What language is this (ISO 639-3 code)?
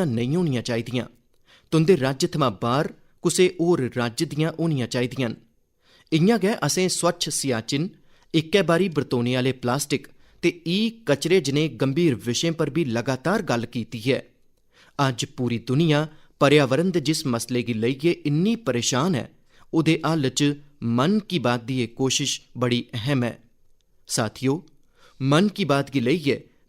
doi